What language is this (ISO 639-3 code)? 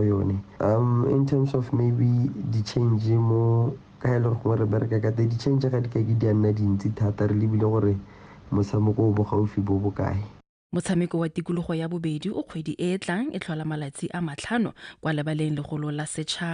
tsn